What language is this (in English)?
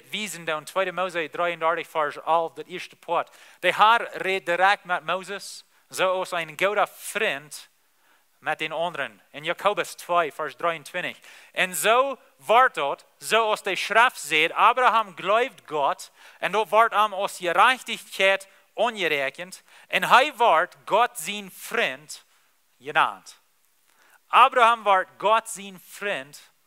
Plautdietsch